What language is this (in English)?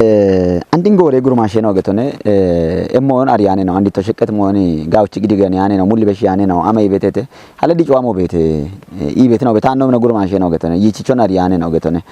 Kafa